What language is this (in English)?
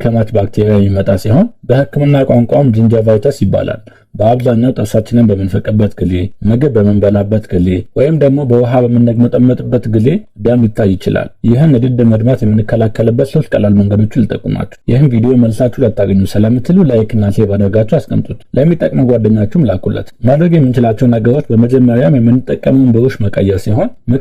Amharic